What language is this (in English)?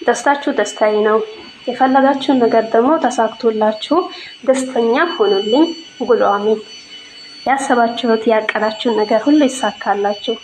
Amharic